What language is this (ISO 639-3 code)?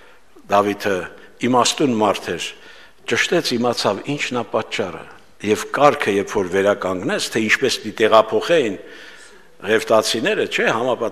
hye